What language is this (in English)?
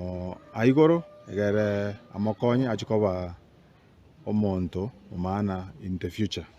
Gusii